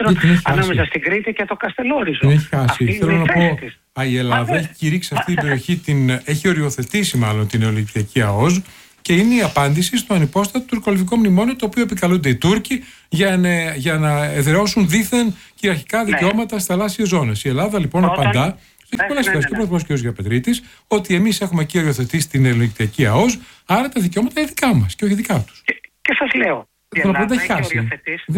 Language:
Greek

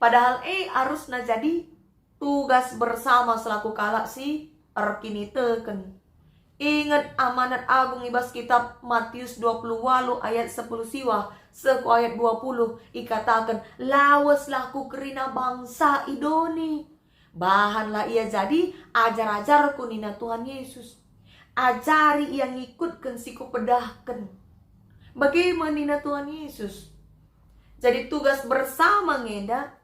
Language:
Batak Karo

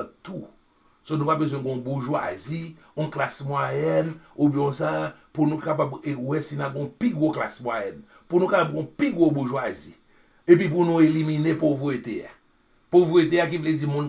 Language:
Haitian Creole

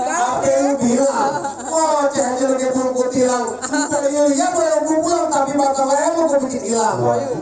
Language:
Betawi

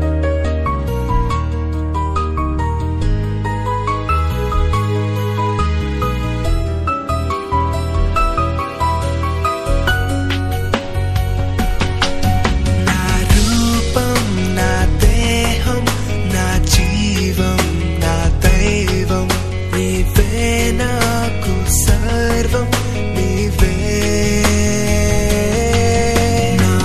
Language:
Telugu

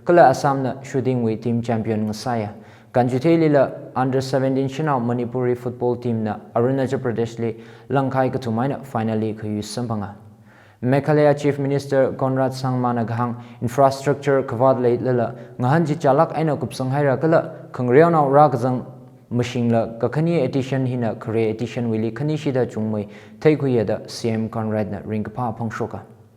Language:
Tangkhul Naga (India)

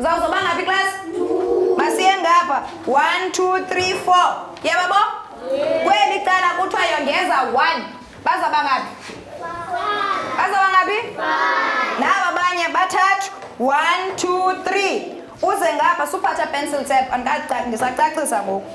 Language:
Xhosa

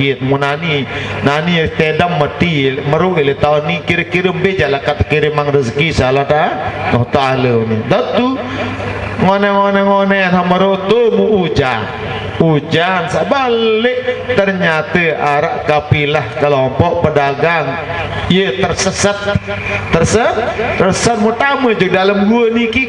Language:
Sasak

